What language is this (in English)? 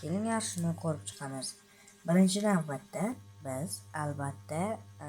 Uzbek